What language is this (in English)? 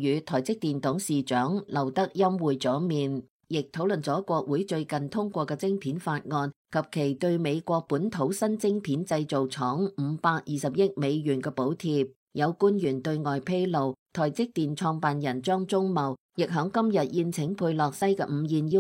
Cantonese